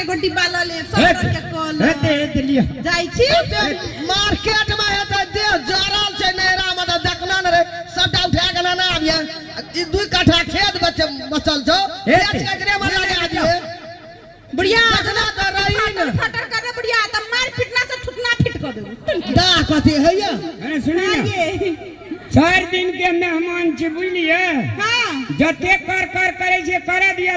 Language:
Maithili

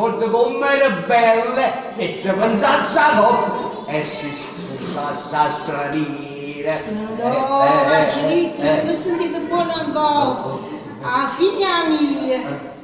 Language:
Neapolitan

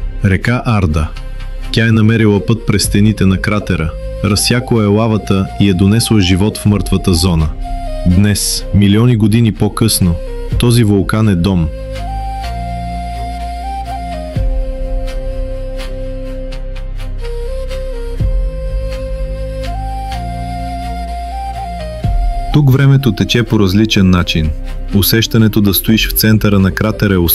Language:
Bulgarian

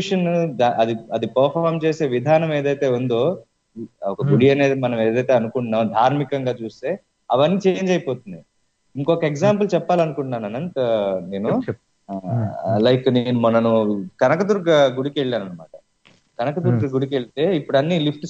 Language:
Telugu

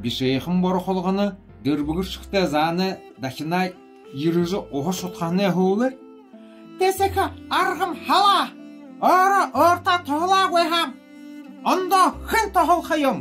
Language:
Buriat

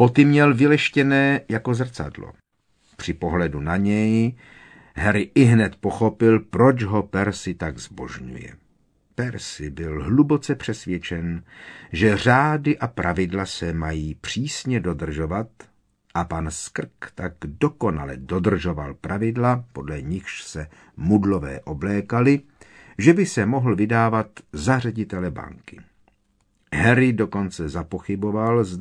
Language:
Czech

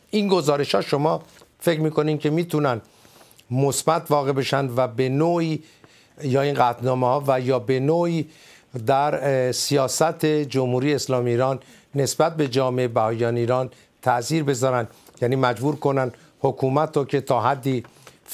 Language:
Persian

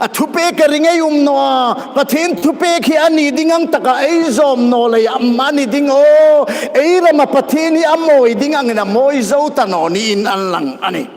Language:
Hmar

